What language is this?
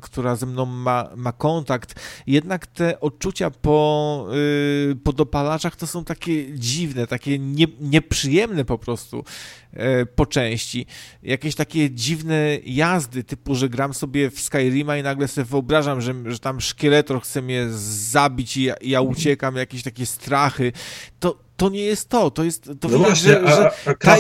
Polish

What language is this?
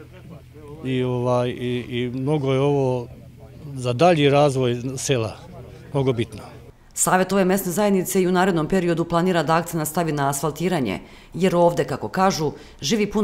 Serbian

